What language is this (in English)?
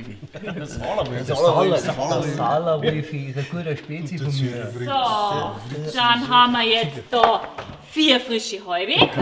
Bavarian